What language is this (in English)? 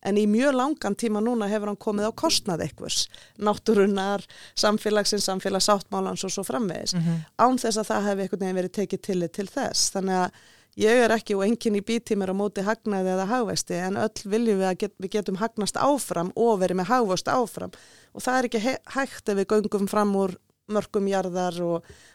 Icelandic